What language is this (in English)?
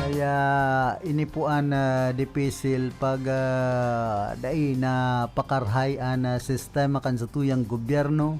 Bikol